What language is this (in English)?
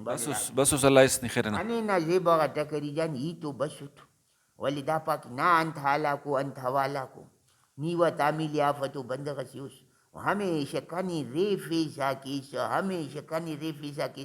Brahui